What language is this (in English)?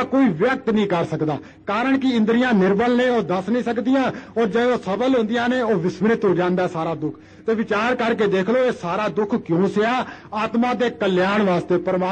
Punjabi